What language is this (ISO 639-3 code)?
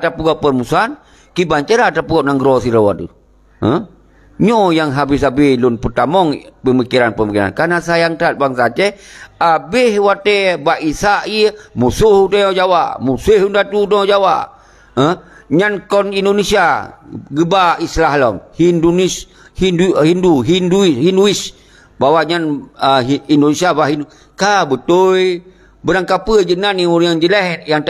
ace